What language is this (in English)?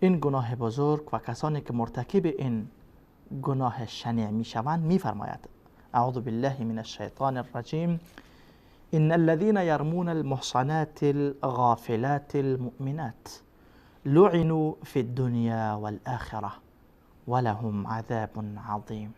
Persian